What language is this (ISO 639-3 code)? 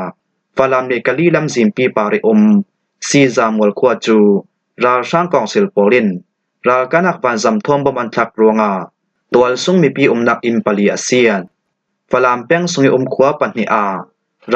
cfm